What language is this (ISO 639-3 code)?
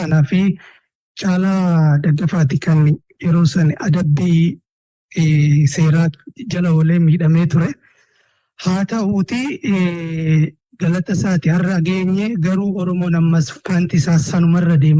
orm